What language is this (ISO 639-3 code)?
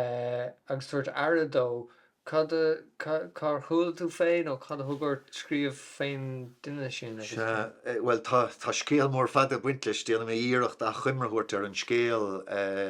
gle